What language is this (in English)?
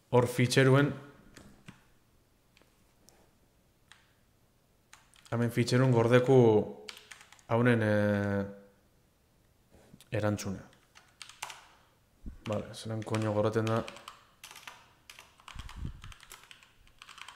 Basque